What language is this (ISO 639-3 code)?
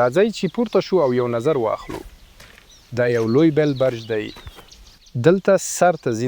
pus